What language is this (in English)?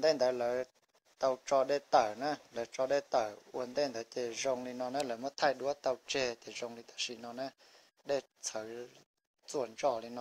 Hmong